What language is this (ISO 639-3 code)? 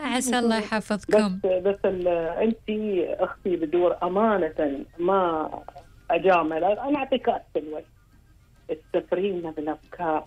afb